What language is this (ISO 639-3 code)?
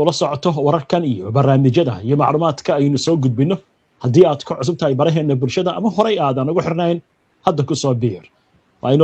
som